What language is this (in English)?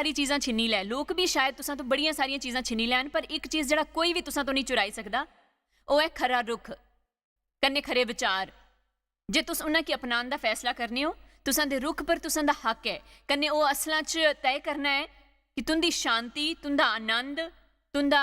Dogri